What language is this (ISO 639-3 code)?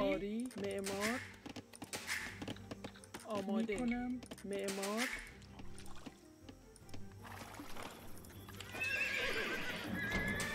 fas